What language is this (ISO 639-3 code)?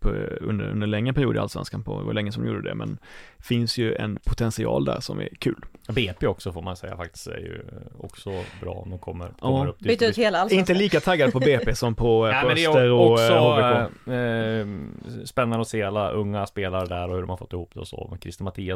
swe